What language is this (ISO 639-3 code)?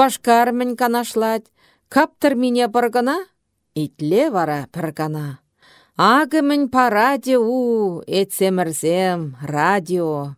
chv